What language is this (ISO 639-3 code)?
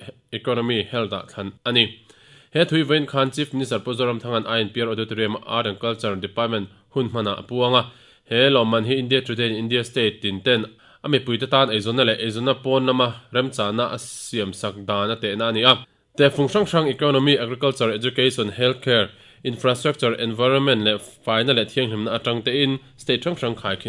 lus